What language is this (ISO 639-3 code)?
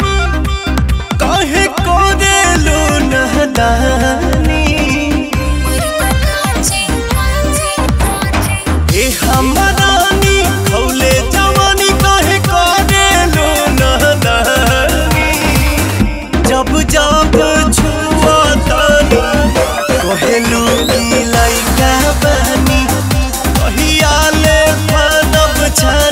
bho